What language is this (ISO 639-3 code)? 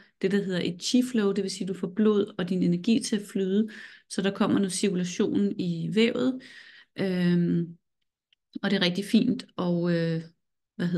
dan